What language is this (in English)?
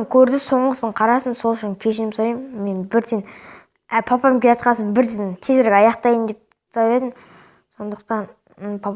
Kazakh